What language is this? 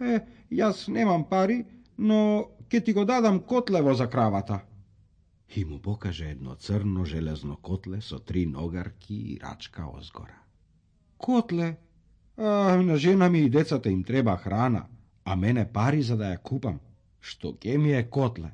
Macedonian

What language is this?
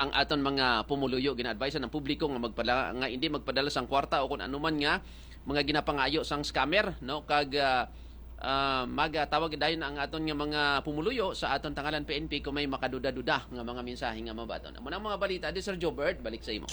Hiligaynon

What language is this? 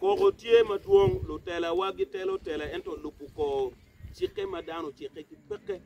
Acoli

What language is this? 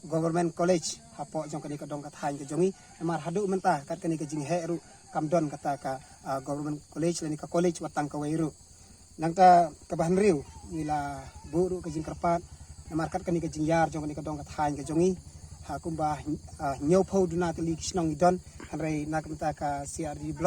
Khasi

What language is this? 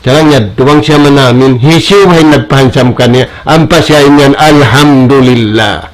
Tausug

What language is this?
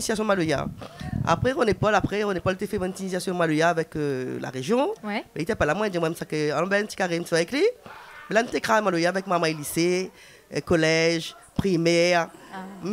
Réunion Creole French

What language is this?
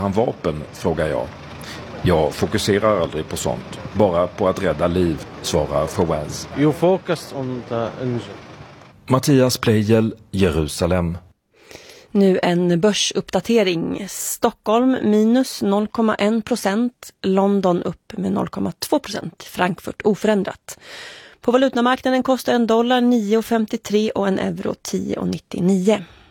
Swedish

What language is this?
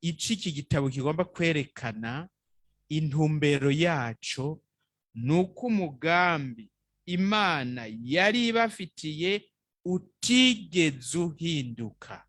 Rundi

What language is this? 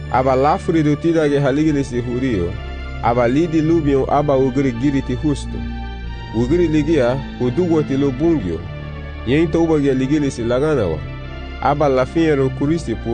Garifuna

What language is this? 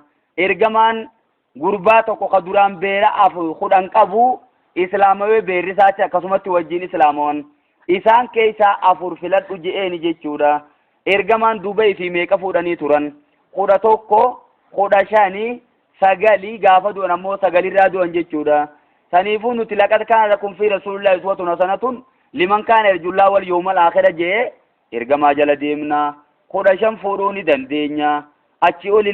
Oromo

